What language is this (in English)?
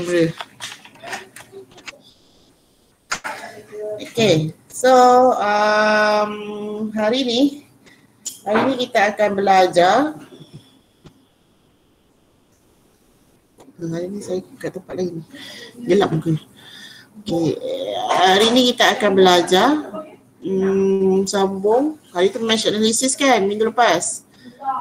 Malay